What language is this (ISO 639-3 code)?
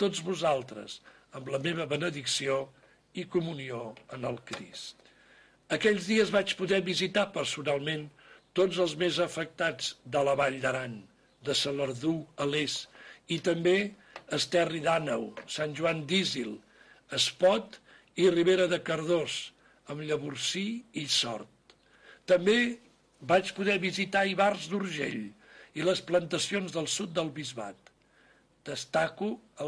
cat